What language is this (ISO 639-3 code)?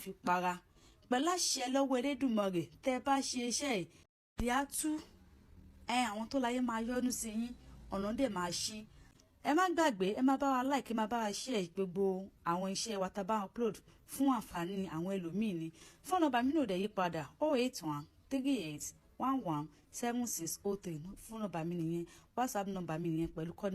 yor